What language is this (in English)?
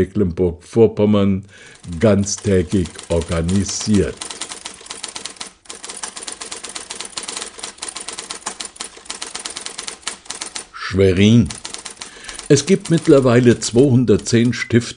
German